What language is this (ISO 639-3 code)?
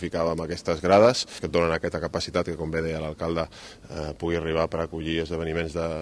cat